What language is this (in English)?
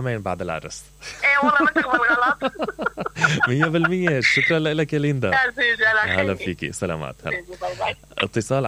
Mesopotamian Arabic